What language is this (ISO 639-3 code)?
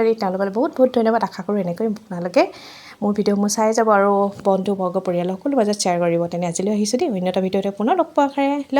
asm